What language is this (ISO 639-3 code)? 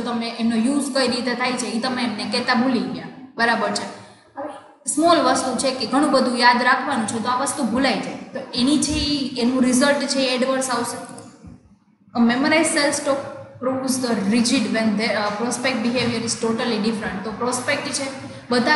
guj